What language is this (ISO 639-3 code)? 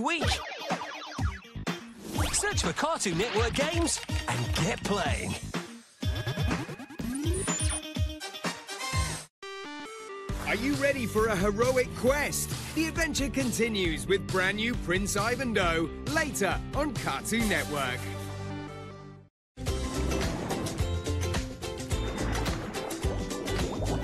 eng